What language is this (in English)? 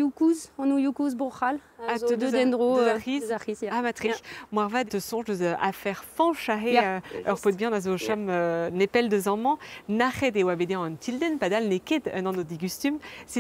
Breton